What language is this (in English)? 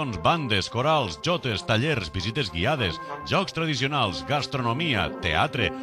Catalan